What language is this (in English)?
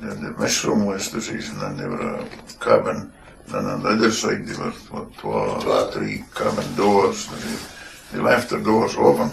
Scots